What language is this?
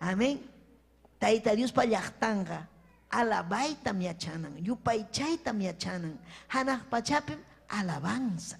Ayacucho Quechua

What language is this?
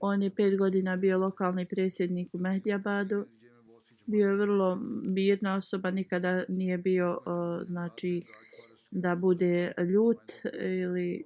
Bosnian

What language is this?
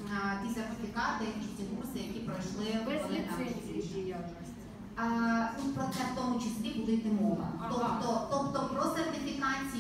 Ukrainian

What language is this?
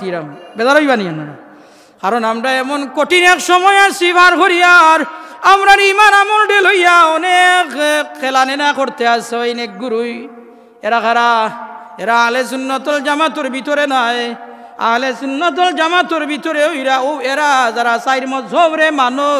Sylheti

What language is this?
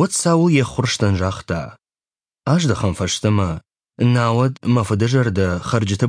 Ossetic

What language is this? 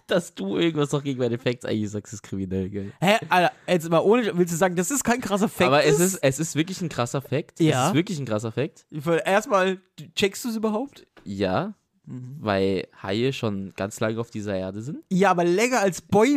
German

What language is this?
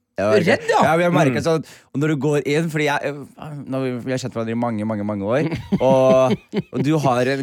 Norwegian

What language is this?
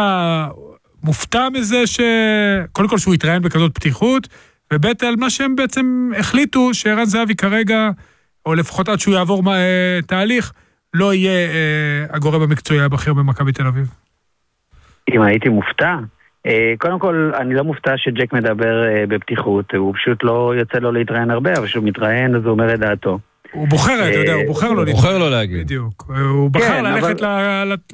Hebrew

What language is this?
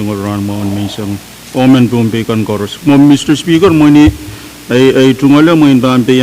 Pohnpeian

